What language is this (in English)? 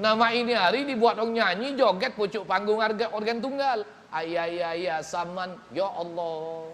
Musi